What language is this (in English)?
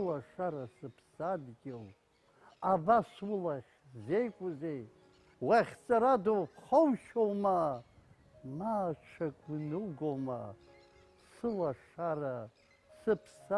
Abkhazian